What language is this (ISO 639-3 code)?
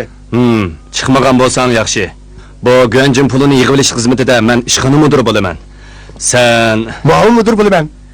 uig